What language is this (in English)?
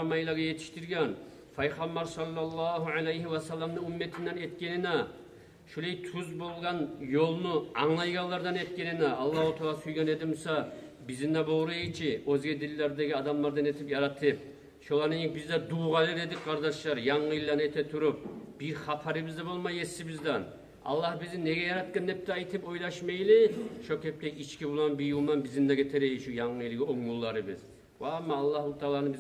Kumyk